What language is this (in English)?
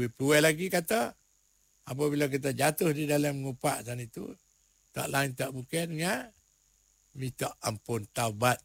Malay